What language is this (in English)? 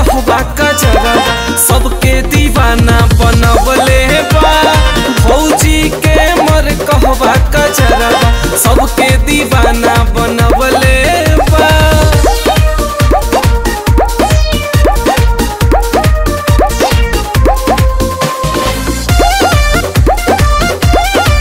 Bhojpuri